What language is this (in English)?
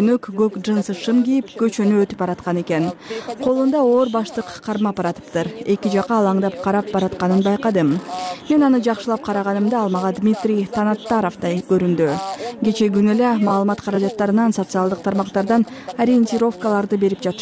Kyrgyz